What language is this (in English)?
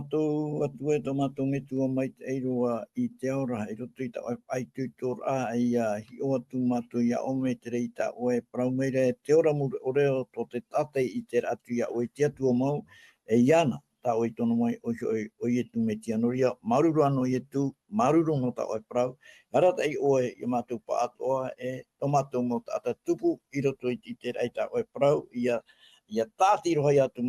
Tahitian